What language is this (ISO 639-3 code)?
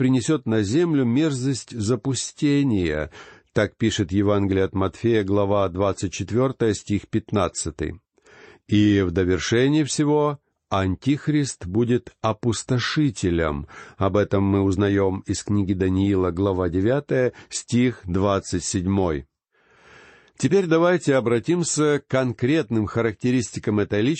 rus